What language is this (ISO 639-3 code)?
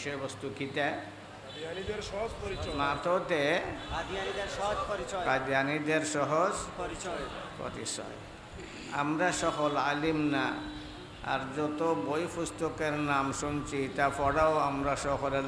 syl